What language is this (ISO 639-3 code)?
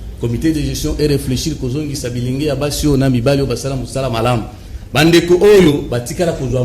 lin